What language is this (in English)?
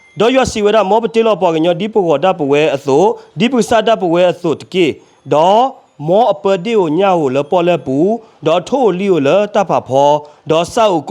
S'gaw Karen